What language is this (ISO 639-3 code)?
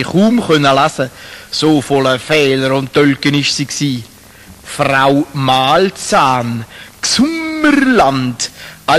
gsw